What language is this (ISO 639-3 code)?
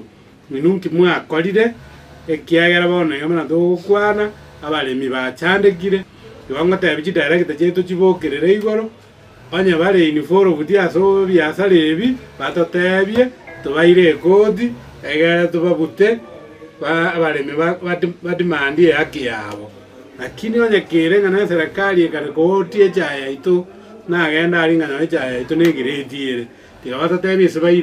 guz